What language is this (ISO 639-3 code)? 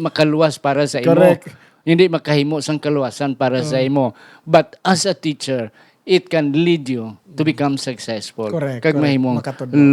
hil